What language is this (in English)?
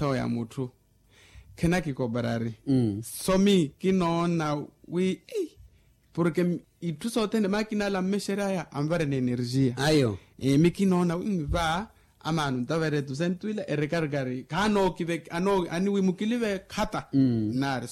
Makhuwa